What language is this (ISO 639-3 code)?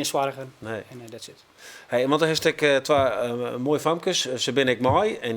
fry